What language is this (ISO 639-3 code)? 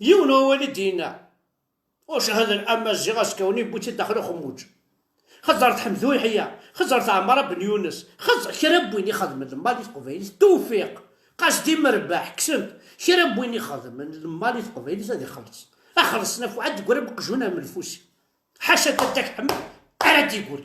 kab